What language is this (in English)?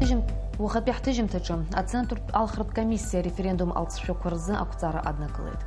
Abkhazian